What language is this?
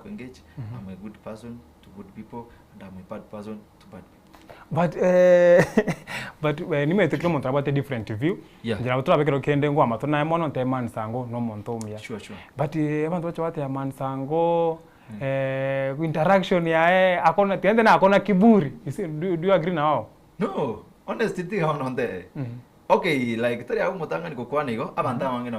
Gusii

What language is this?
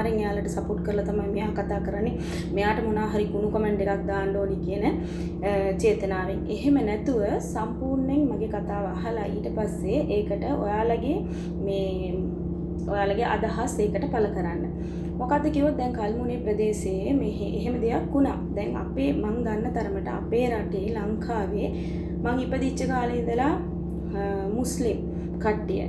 Sinhala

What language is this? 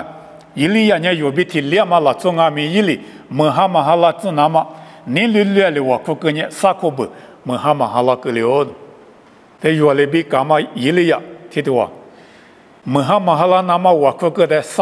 Lisu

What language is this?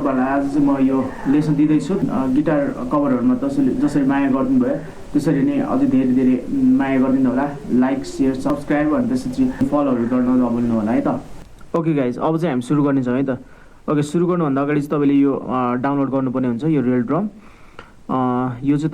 Nepali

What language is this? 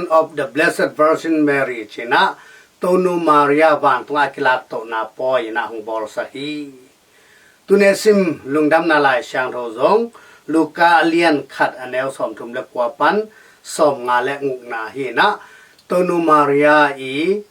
Tedim Chin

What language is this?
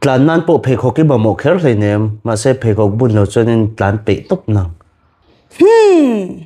Mizo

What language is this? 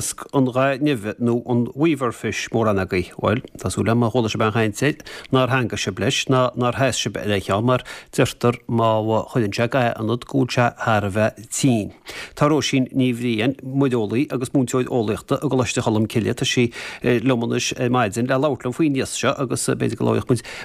Irish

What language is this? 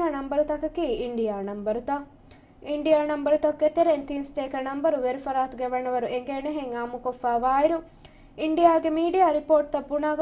Divehi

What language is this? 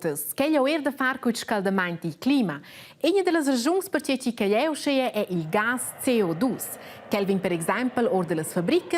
Romansh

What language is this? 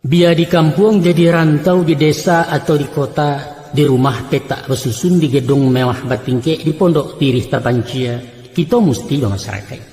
Minangkabau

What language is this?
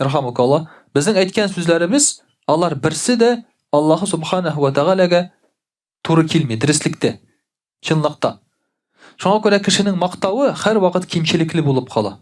Tatar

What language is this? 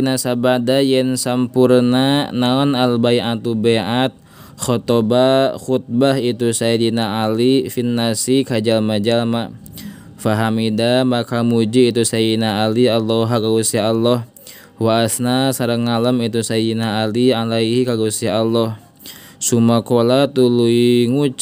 Sundanese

